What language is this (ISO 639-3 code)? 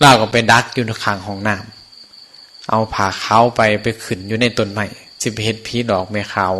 tts